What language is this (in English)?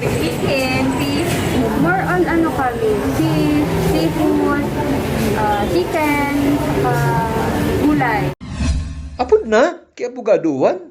Bikol